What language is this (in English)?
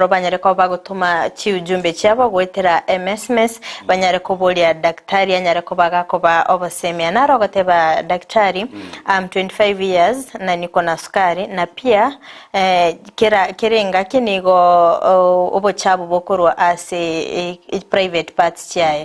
Gusii